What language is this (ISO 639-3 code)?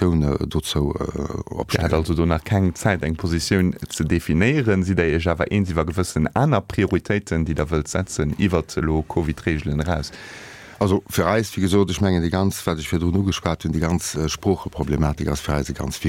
ltz